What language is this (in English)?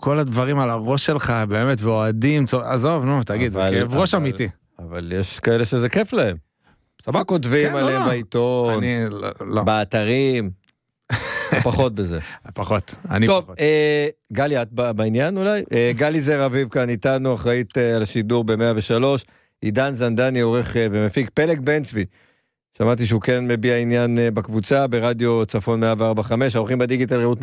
Hebrew